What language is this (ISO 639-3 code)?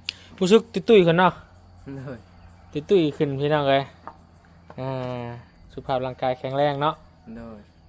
lao